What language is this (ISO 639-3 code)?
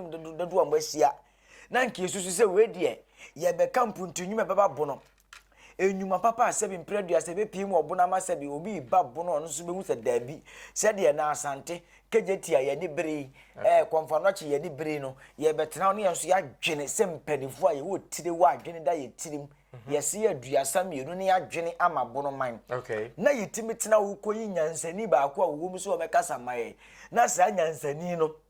aka